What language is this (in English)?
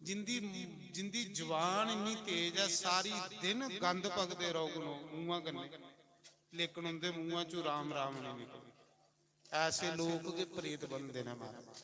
Dogri